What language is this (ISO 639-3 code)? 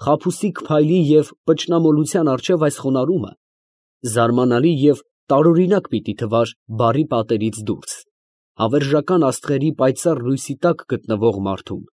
hye